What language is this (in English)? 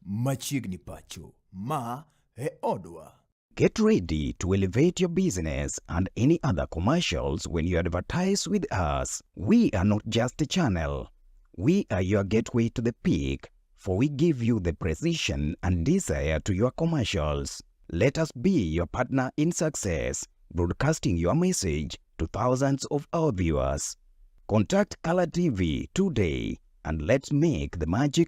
Luo (Kenya and Tanzania)